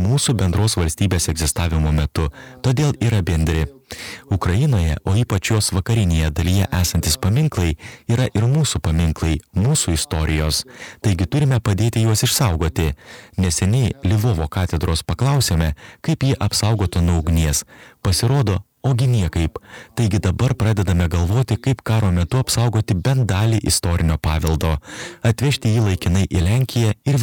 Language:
Lithuanian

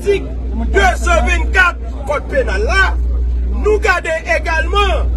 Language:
Haitian Creole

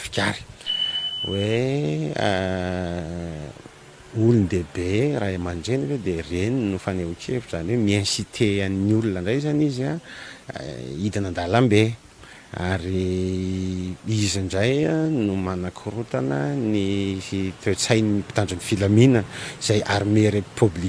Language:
Malagasy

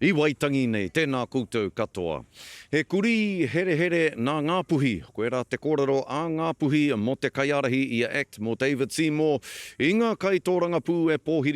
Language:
Māori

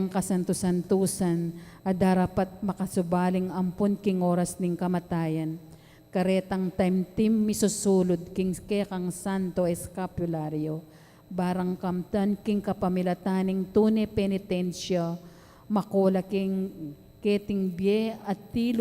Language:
Pampanga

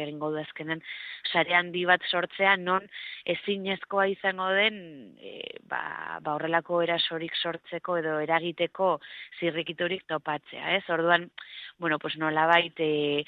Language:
Basque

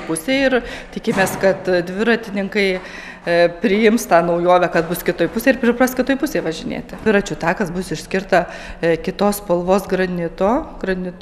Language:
Lithuanian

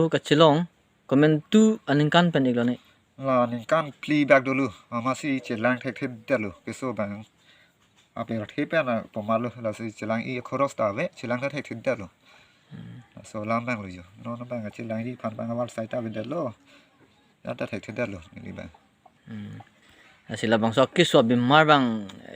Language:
Karbi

